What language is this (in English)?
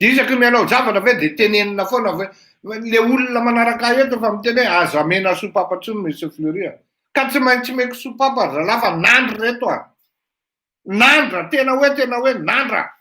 Malagasy